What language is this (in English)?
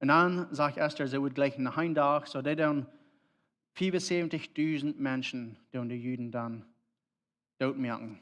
Plautdietsch